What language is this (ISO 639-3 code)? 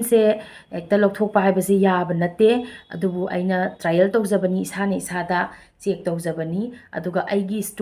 mni